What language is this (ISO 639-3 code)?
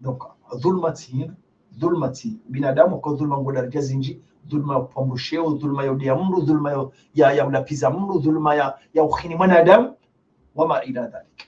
zdj